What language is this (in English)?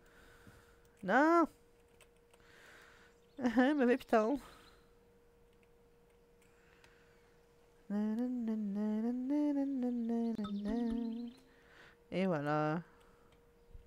French